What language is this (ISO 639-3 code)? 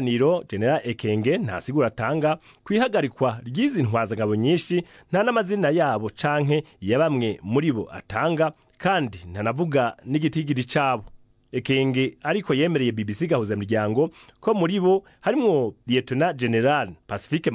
run